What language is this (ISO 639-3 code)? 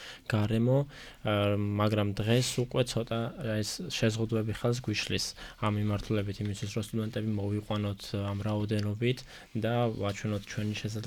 kat